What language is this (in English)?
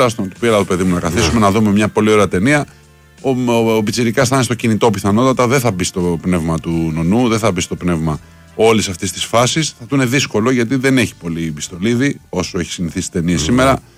Greek